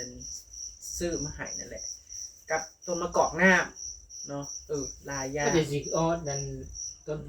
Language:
Northeastern Thai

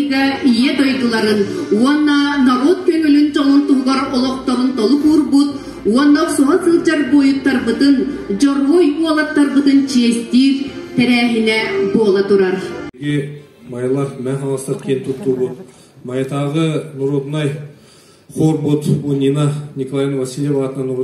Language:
Yakut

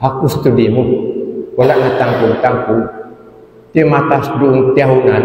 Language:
Tausug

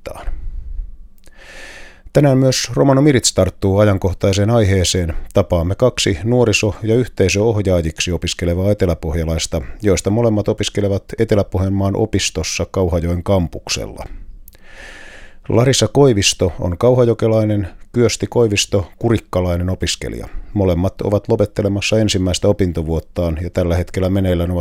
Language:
Finnish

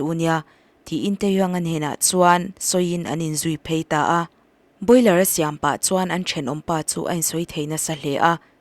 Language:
Mizo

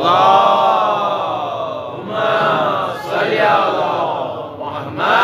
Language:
Kashmiri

